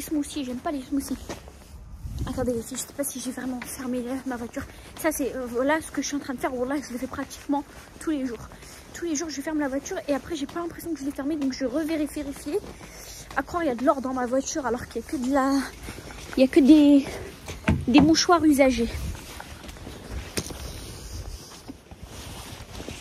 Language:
French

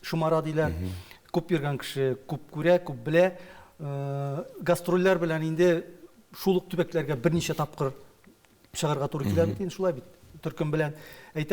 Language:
Tatar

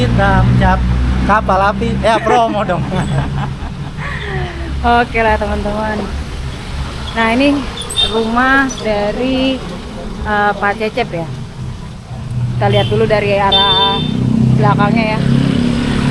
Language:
Indonesian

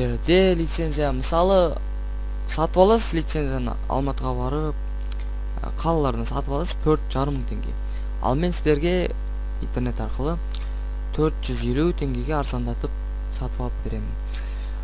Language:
Kazakh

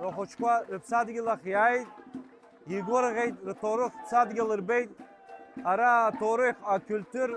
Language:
Abkhazian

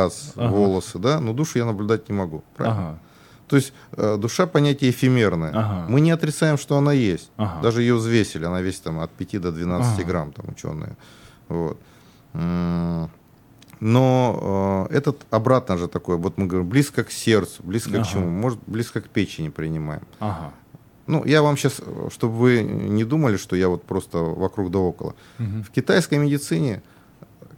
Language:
Russian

